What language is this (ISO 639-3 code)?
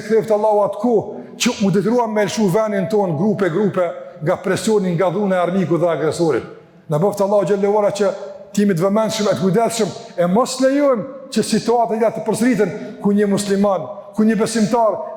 sqi